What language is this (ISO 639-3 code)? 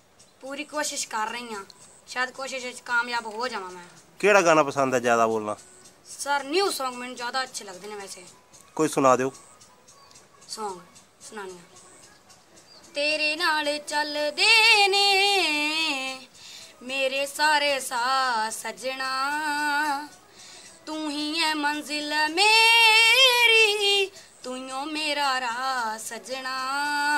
pan